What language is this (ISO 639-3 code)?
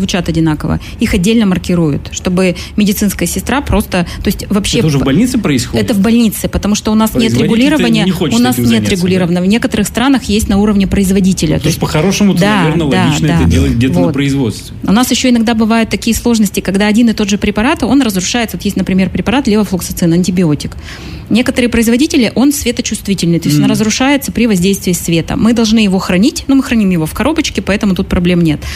rus